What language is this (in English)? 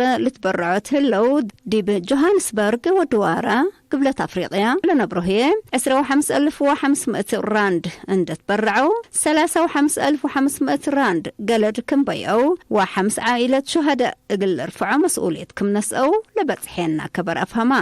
Tigre